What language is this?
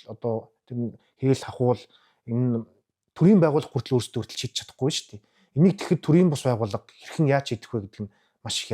Mongolian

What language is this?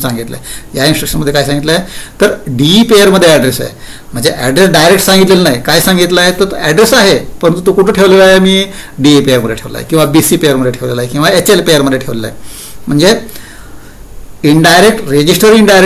Marathi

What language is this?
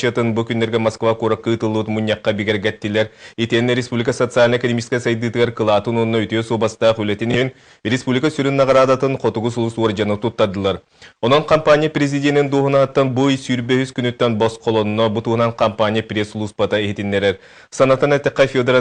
Yakut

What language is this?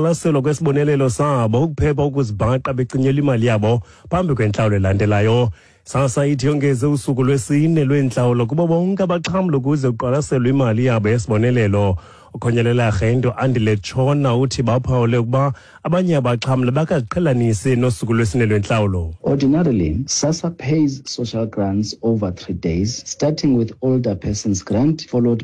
Xhosa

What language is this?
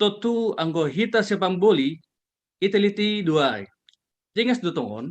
Batak Simalungun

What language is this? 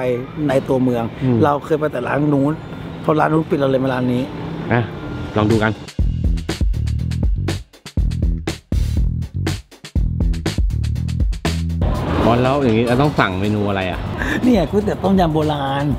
Thai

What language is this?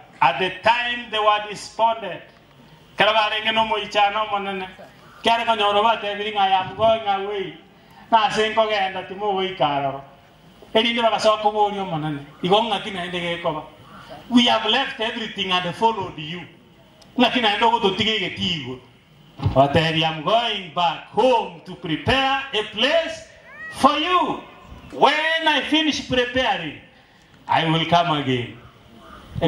Gusii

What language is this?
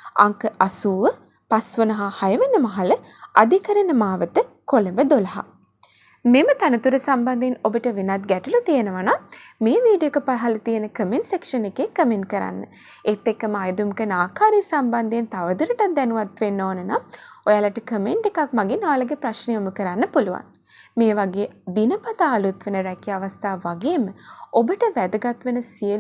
Sinhala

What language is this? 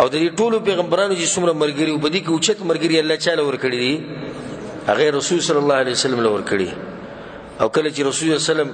Pashto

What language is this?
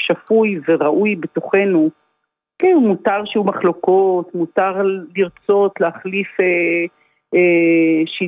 Hebrew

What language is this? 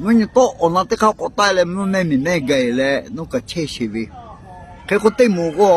Lahu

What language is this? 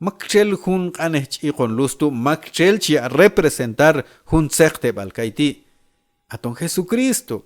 Q'anjob'al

